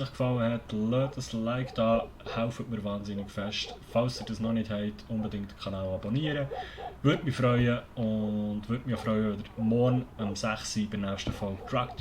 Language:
Swiss German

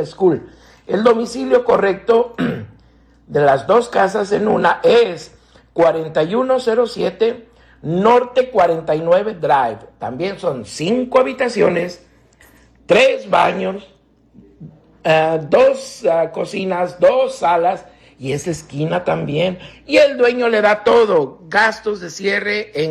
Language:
Spanish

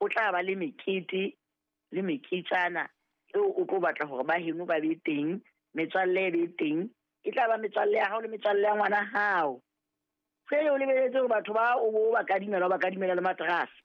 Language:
Southern Sotho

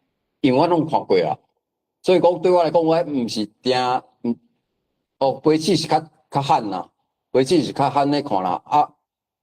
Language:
Min Nan Chinese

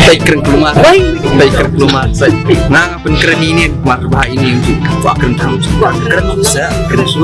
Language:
Khasi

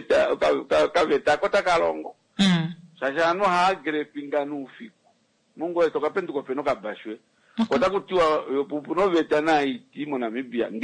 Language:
Kuanyama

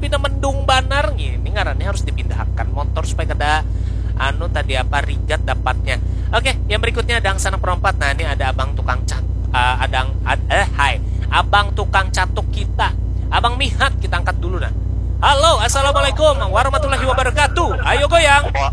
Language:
Banjar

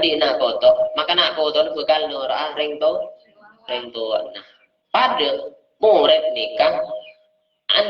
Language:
Madurese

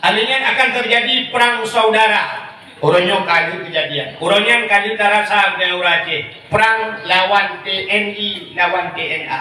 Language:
Achinese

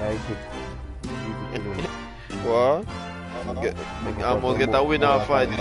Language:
Jamaican Creole English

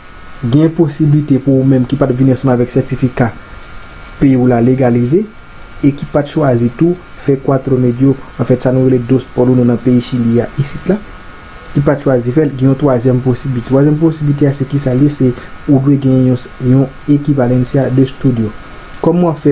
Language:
Haitian Creole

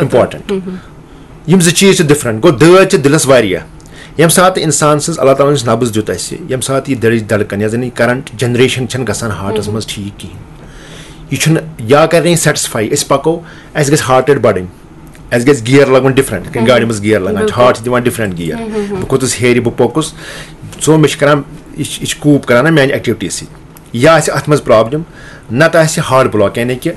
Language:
Kashmiri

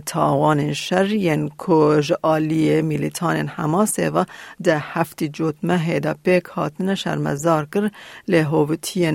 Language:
Kurdish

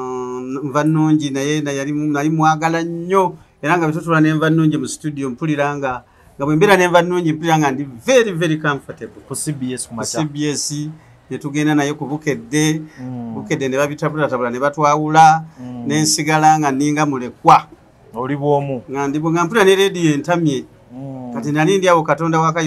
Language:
Ganda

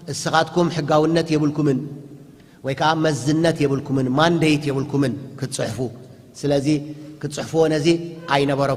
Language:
Tigrinya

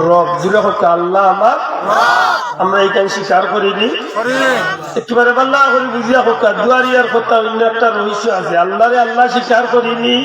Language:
Sylheti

